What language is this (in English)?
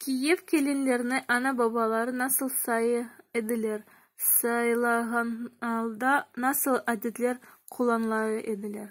Crimean Tatar